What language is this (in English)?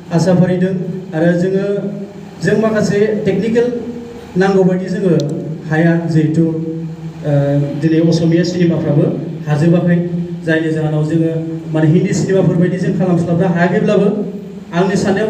Bodo